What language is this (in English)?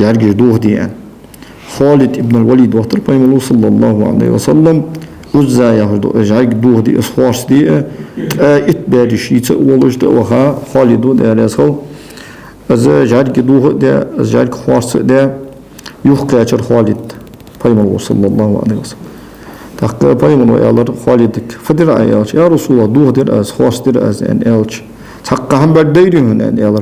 Ingush